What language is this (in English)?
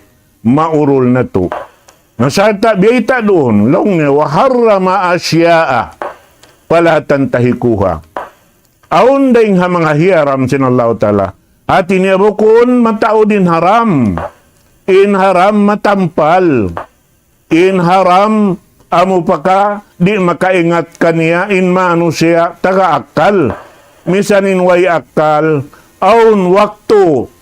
Tausug